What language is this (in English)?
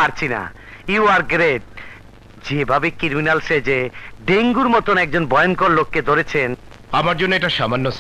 Bangla